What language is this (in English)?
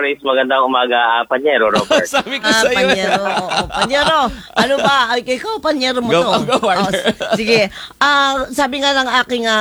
Filipino